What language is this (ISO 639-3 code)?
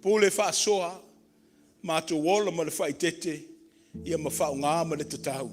smo